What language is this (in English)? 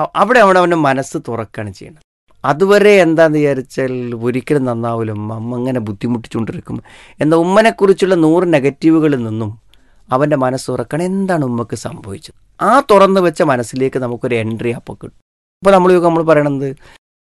Malayalam